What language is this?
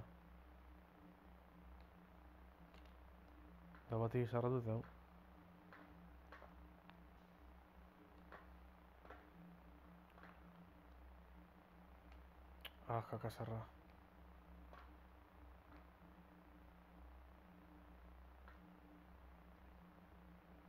Basque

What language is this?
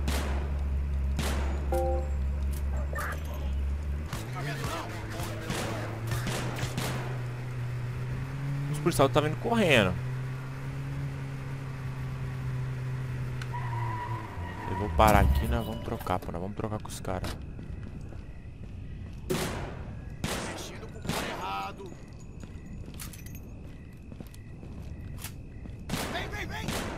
Portuguese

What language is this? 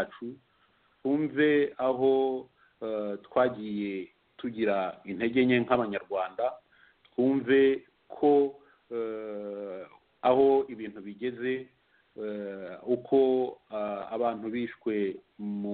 Kinyarwanda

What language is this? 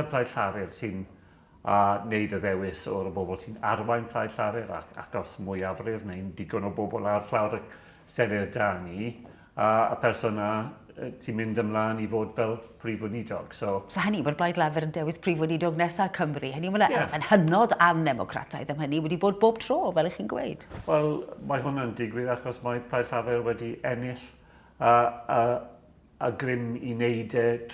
Welsh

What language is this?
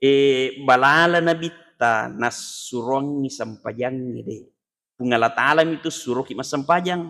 Buginese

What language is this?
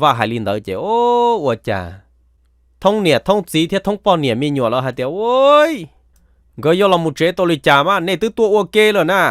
Hmong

